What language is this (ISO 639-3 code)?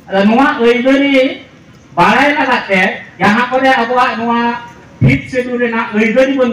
sat